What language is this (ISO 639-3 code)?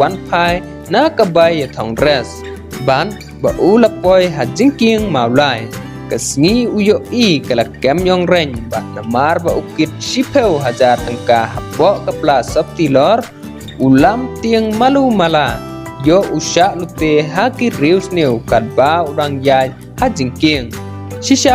kha